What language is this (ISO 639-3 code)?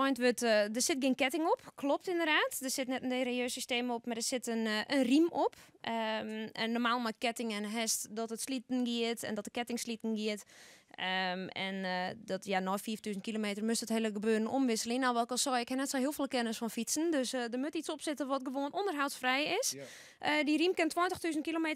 fry